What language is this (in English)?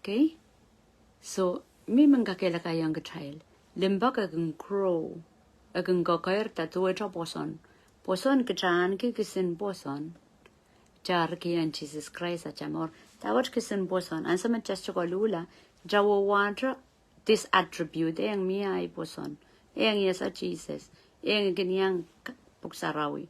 Pohnpeian